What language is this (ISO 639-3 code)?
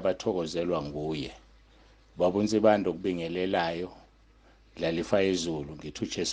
zul